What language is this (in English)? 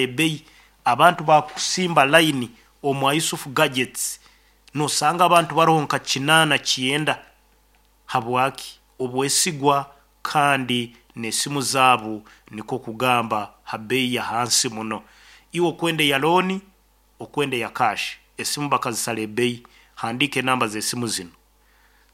Nyankole